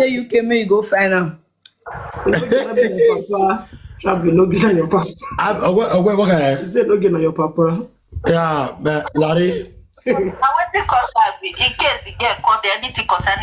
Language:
Nigerian Pidgin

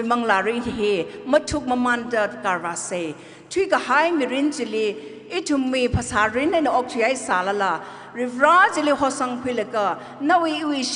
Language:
Tangkhul Naga (India)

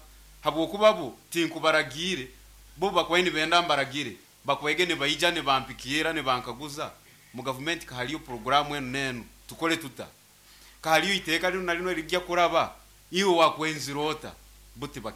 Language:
Nyoro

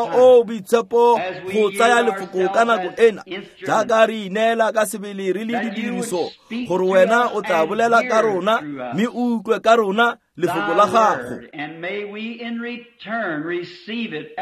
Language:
Tswana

